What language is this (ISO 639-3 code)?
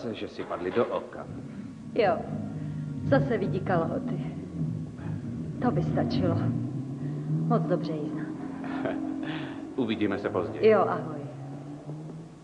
ces